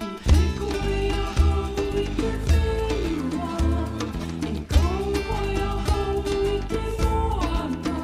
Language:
Māori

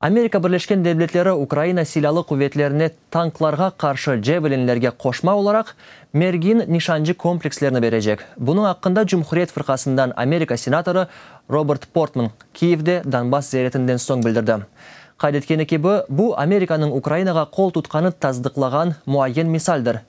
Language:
Crimean Tatar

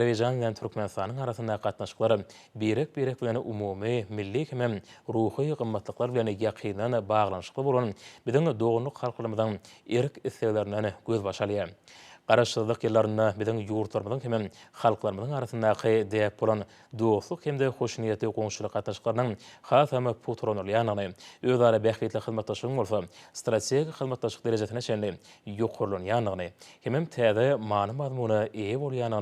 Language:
Turkmen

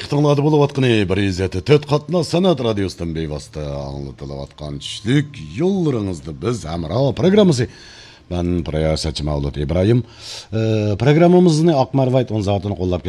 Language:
Uyghur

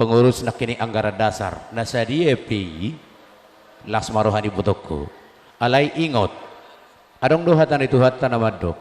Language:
Batak Toba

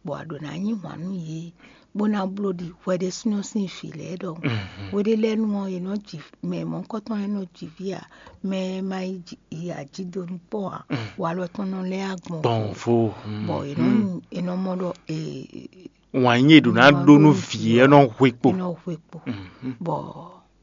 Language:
Fon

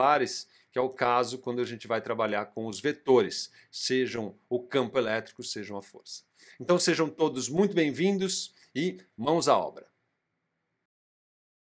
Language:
Portuguese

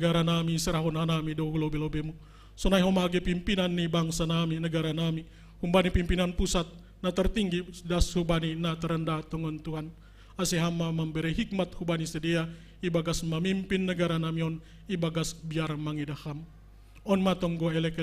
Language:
Batak Simalungun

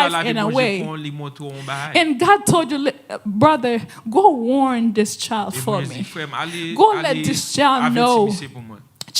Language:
Haitian Creole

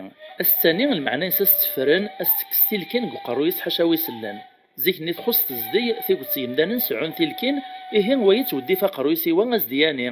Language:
Kabyle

